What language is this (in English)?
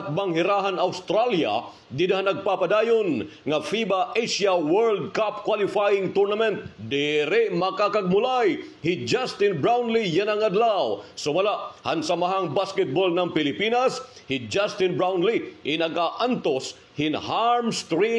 Waray